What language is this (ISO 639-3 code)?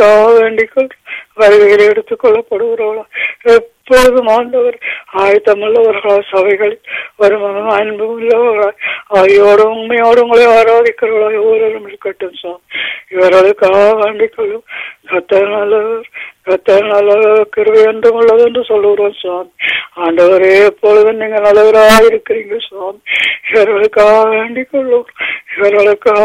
tam